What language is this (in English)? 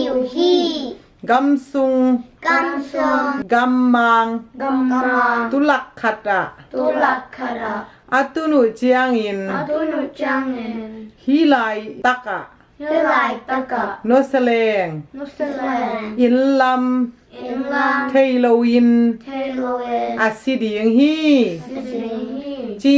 Tedim Chin